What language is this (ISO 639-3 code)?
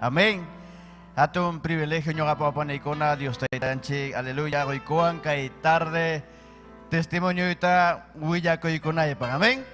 quy